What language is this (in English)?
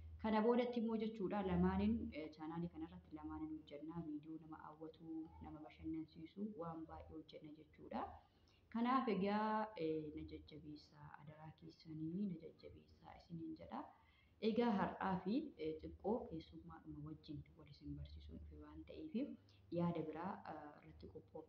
Oromo